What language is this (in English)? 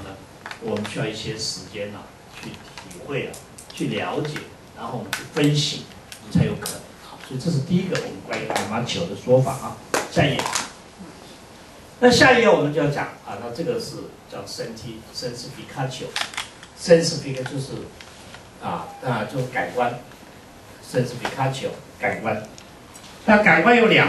Chinese